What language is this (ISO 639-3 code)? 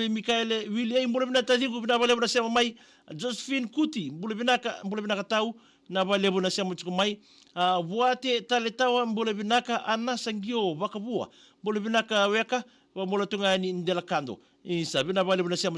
fij